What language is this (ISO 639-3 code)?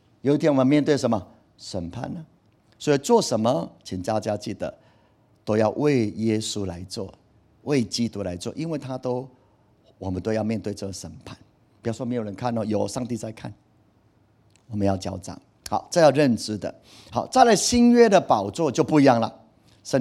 zho